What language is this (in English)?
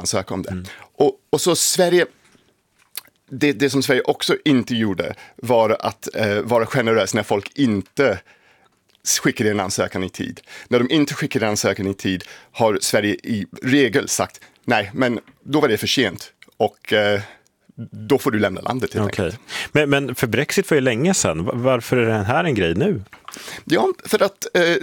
Swedish